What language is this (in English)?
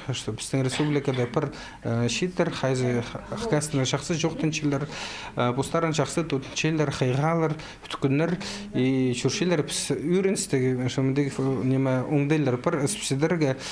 Khakas